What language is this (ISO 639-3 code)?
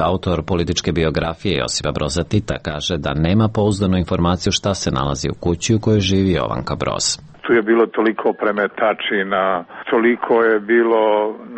srp